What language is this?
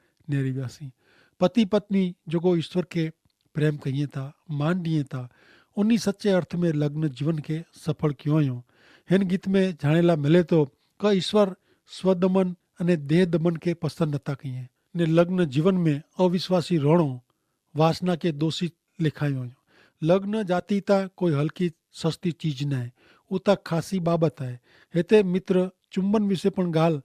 Kachhi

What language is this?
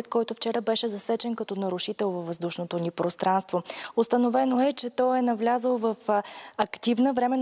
Bulgarian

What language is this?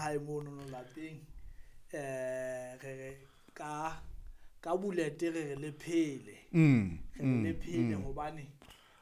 Southern Sotho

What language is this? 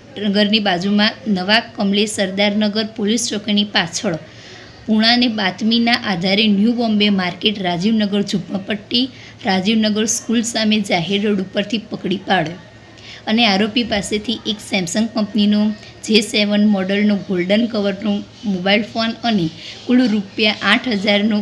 Gujarati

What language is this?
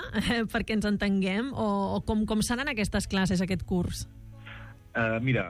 Catalan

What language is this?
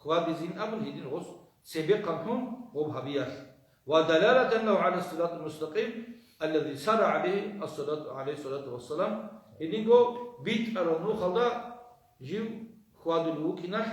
Avaric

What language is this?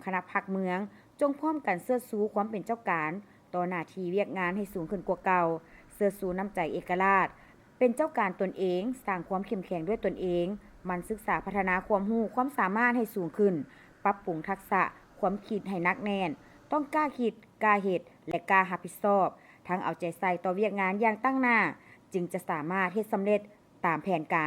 Lao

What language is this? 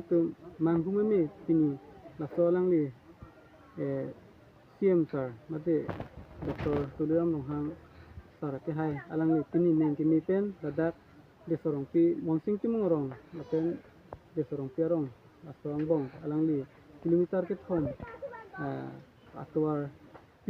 Karbi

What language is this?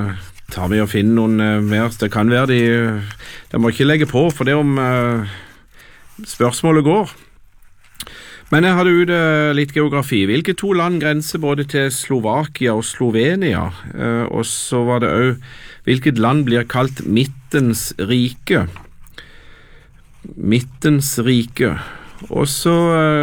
Norwegian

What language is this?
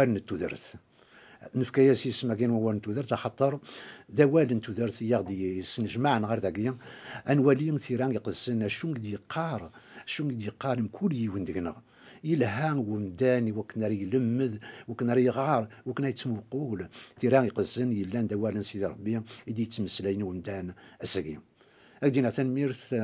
Kabyle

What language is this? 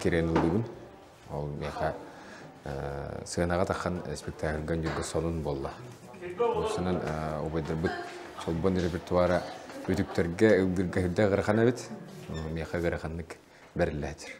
Yakut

